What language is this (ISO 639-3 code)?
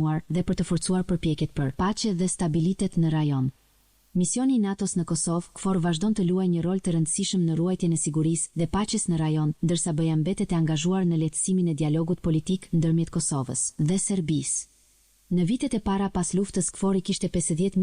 sqi